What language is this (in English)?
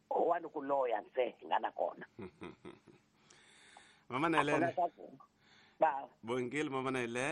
Tsonga